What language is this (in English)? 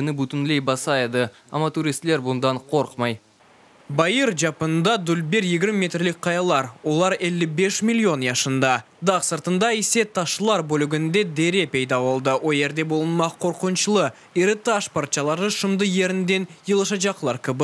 Crimean Tatar